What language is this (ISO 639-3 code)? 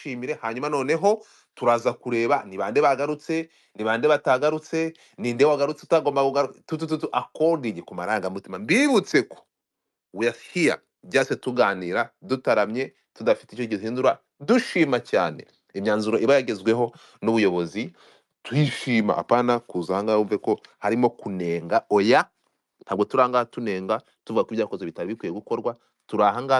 kin